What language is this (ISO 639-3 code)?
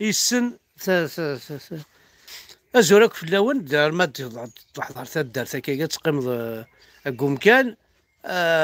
kab